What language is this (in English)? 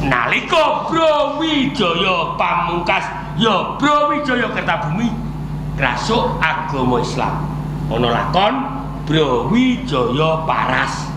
Javanese